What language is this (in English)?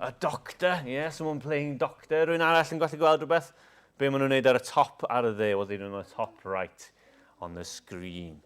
Welsh